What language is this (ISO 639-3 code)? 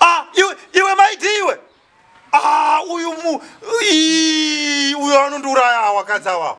sna